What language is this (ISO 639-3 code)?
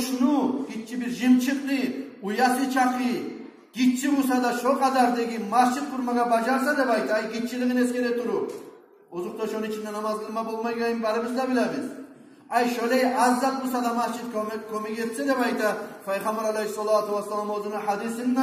kum